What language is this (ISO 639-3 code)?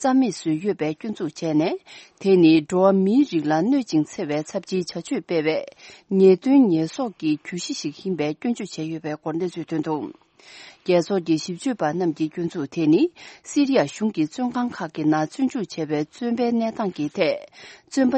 bod